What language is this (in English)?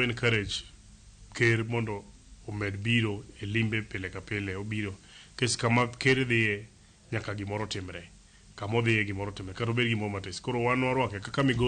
Luo (Kenya and Tanzania)